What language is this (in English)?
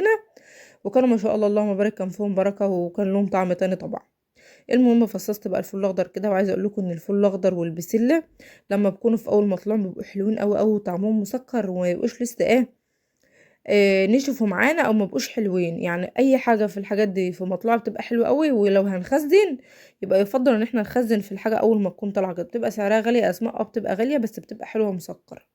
Egyptian Arabic